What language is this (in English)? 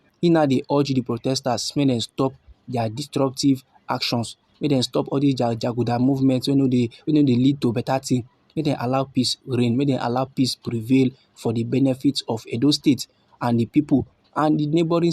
Nigerian Pidgin